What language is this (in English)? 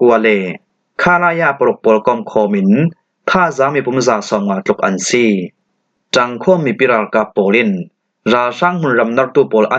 Falam Chin